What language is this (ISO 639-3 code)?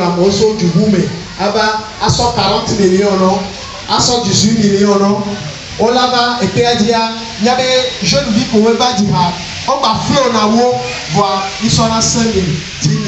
ewe